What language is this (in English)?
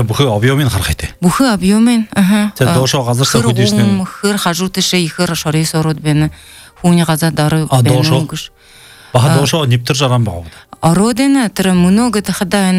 Belarusian